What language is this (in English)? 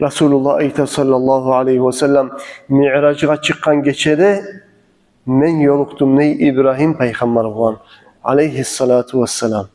Kumyk